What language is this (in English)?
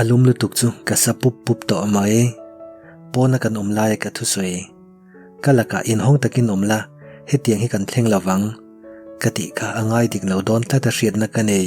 Mizo